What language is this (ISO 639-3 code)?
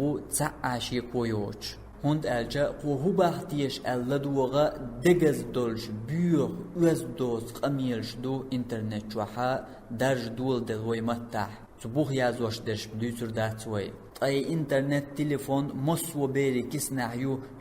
che